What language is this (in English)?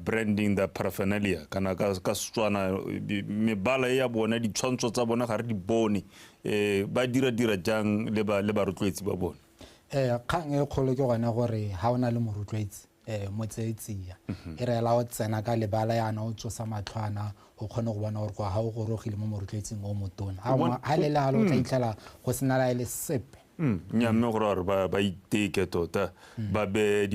Tswana